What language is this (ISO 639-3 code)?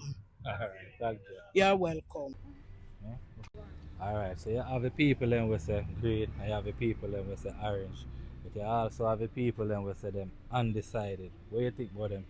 jam